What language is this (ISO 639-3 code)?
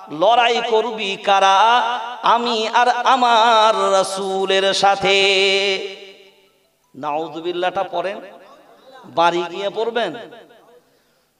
ben